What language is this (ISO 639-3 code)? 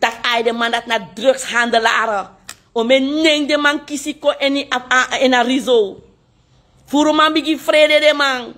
srn